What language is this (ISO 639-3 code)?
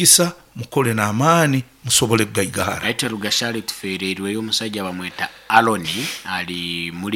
nyo